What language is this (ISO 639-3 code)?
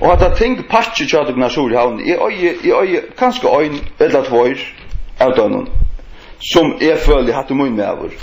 fao